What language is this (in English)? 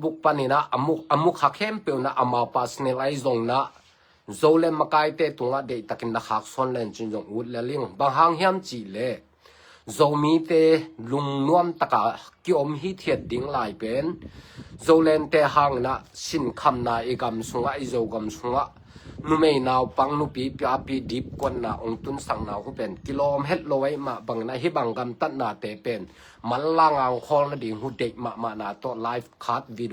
Tedim Chin